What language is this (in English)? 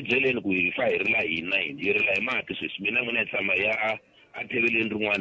Tsonga